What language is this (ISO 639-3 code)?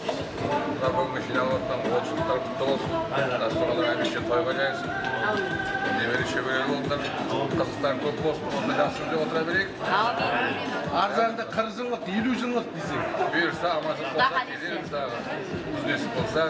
kaa